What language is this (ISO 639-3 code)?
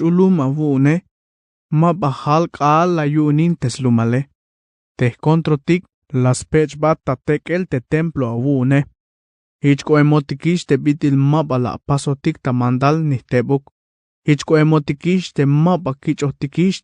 tzh